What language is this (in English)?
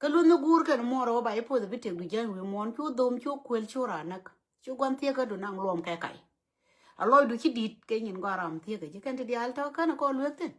Nuer